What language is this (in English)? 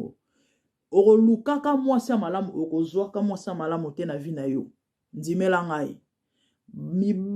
Lingala